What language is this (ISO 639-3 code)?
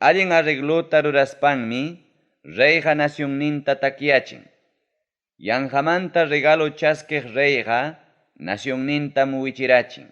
quy